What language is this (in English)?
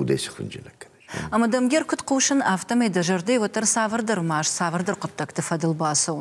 Ossetic